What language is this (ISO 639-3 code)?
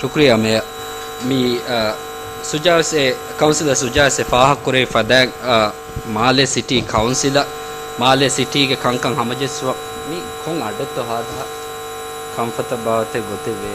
div